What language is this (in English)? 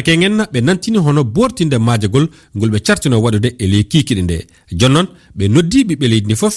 Fula